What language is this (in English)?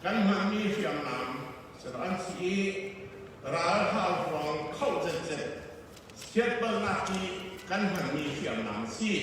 Falam Chin